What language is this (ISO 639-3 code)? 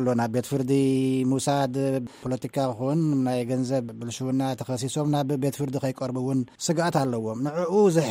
tir